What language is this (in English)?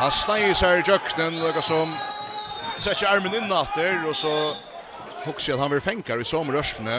Faroese